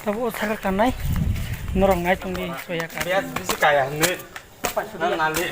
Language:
Kok Borok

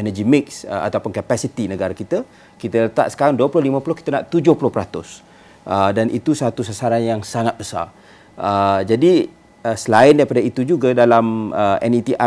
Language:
Malay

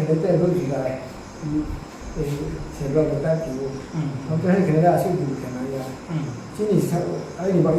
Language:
Riang (India)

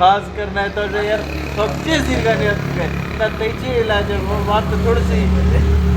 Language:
Eastern Balochi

